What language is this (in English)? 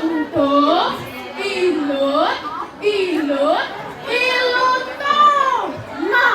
Balinese